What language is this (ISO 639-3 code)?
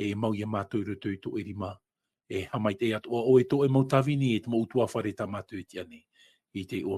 tah